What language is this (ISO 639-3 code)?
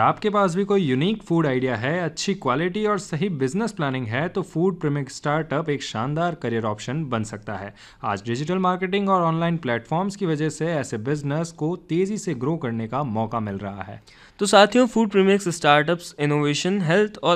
hin